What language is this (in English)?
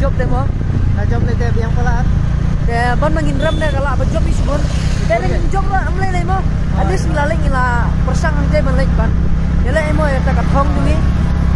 Khasi